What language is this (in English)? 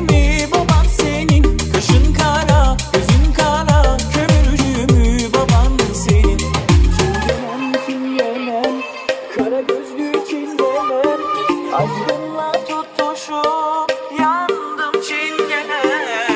Turkish